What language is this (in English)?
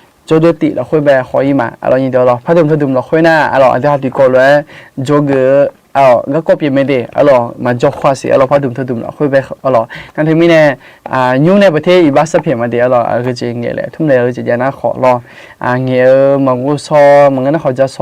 Akha